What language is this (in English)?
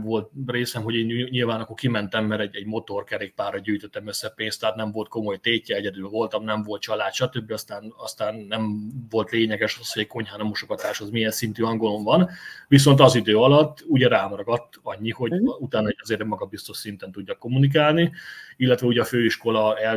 Hungarian